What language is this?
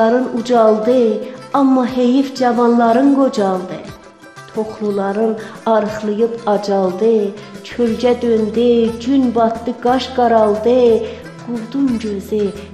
South Azerbaijani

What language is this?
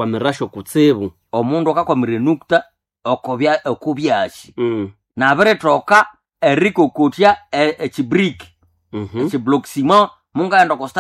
Nande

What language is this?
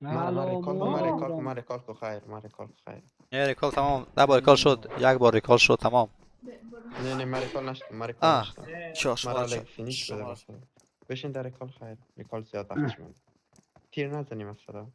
Persian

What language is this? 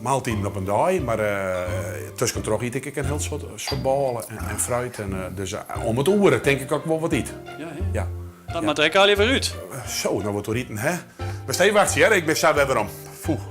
Western Frisian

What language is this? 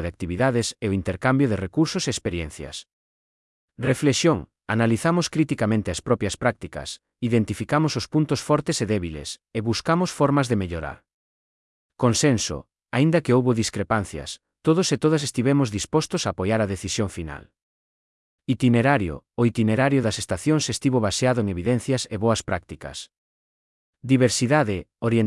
Galician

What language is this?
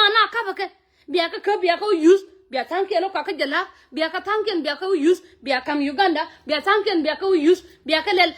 Nuer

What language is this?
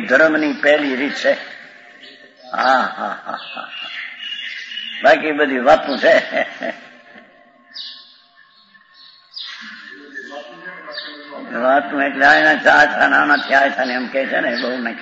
Gujarati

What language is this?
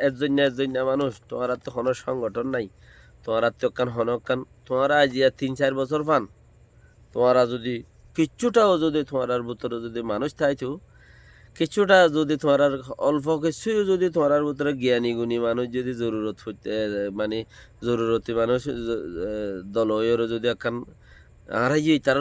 Rohingya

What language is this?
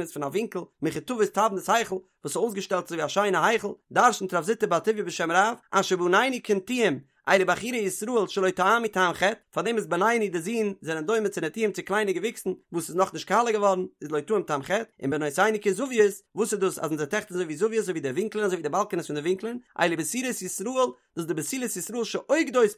Yiddish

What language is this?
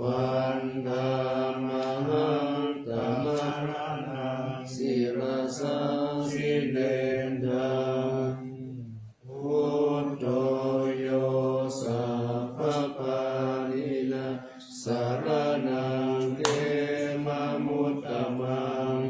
Pali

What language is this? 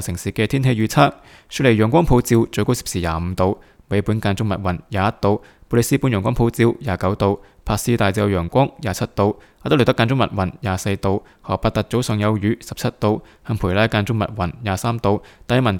Cantonese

